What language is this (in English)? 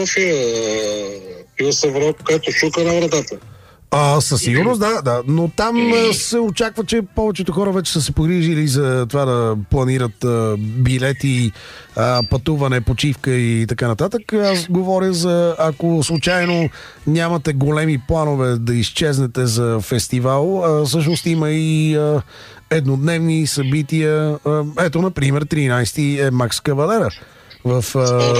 Bulgarian